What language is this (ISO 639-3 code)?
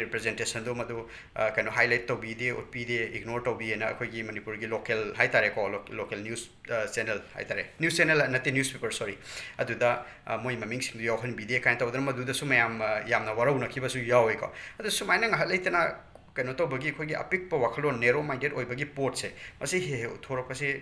mni